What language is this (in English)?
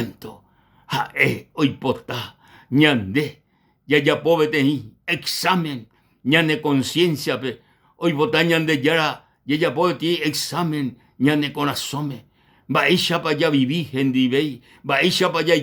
Guarani